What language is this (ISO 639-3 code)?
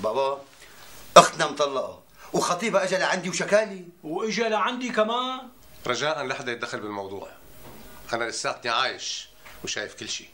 apc